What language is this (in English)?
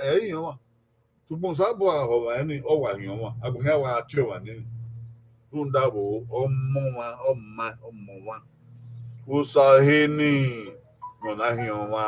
Bini